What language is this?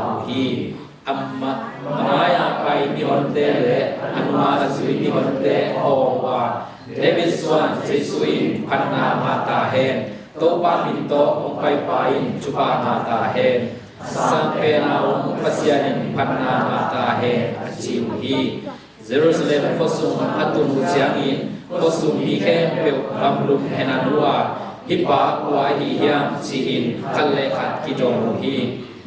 Tedim Chin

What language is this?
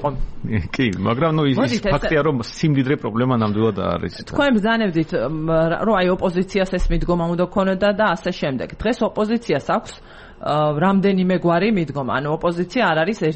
Georgian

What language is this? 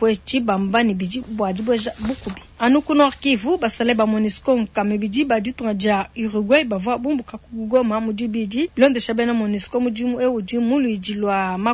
Luba-Lulua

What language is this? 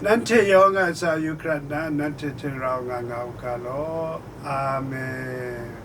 Kachin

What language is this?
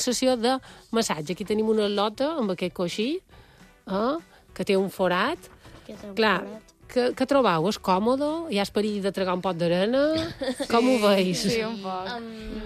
Catalan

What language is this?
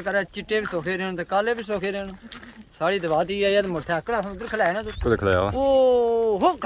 Pahari-Potwari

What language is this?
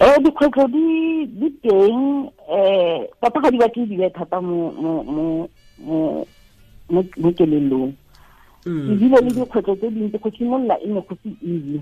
Tswana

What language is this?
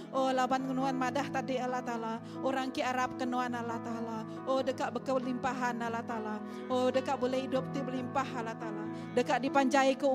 Iban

